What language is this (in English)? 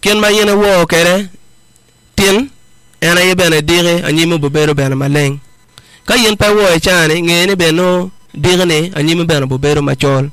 Acoli